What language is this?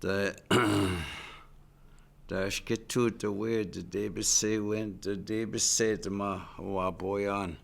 Chippewa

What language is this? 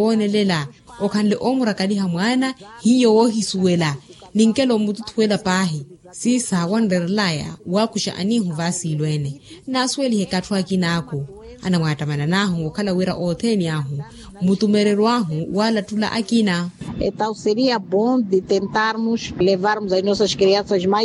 Makhuwa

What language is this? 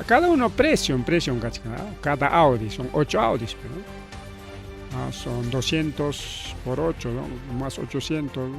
Ayacucho Quechua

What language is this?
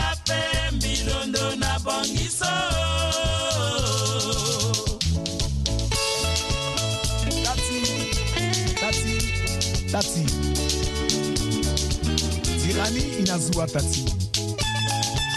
Swahili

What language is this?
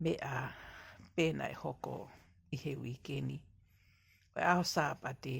Tongan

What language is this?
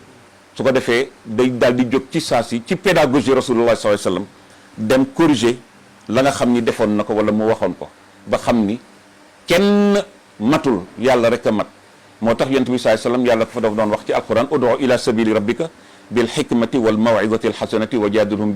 Wolof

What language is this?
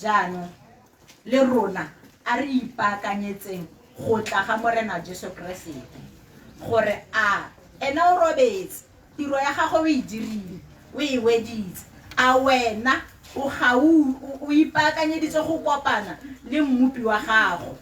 Tswana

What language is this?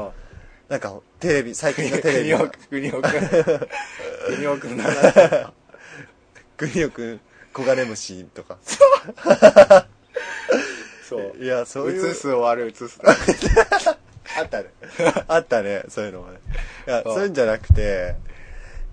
Japanese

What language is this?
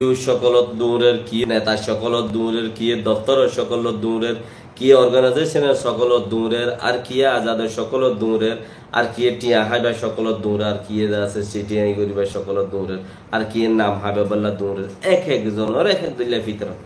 Rohingya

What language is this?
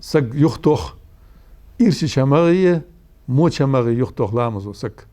Ingush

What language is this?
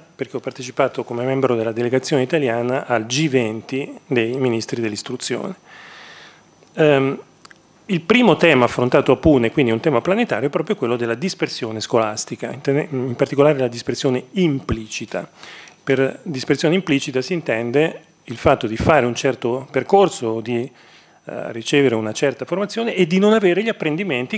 Italian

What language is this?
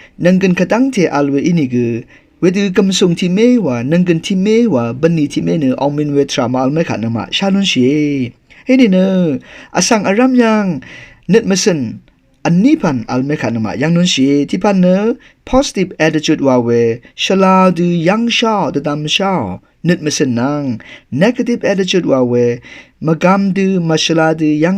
Rawang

